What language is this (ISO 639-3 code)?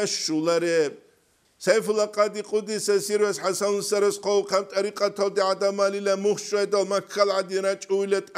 ava